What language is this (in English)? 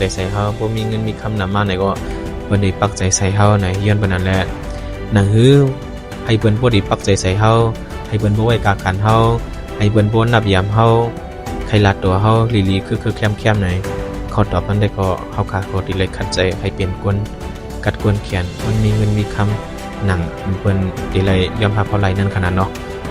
Shan